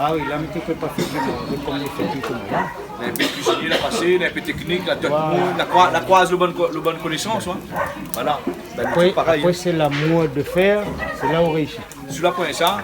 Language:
Réunion Creole French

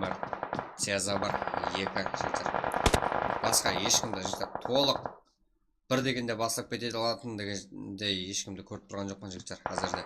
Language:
Kara-Kalpak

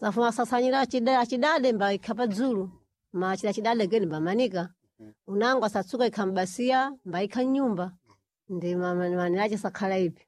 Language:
Sena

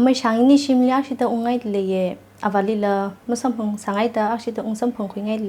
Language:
Tangkhul Naga (India)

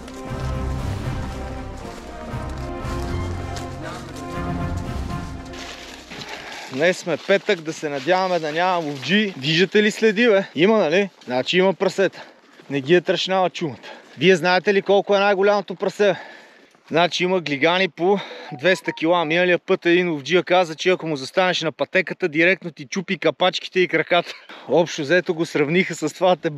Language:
Bulgarian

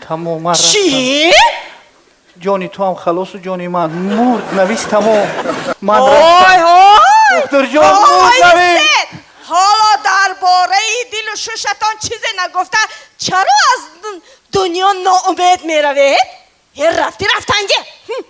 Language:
Tajik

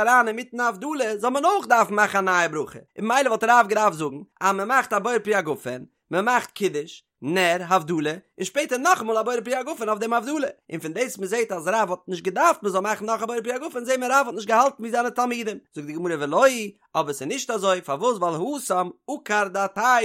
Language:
Yiddish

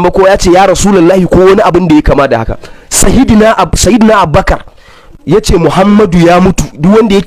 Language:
Hausa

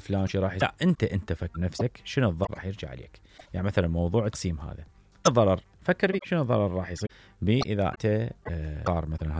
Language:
Mesopotamian Arabic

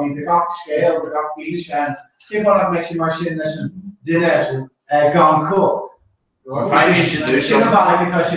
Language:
Irish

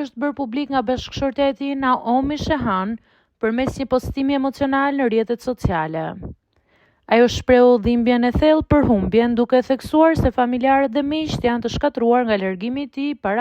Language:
Albanian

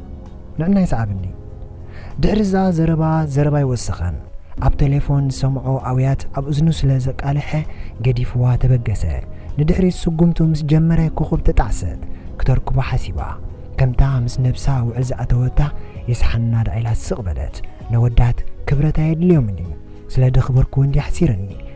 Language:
Tigrinya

